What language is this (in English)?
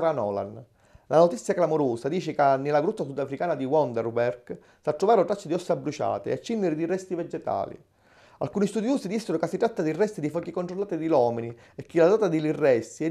Sicilian